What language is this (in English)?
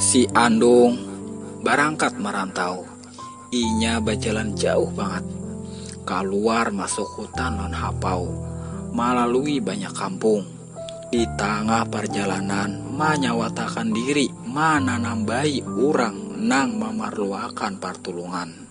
Banjar